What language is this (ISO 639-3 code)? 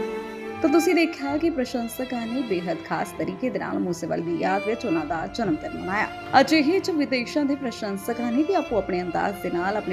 pan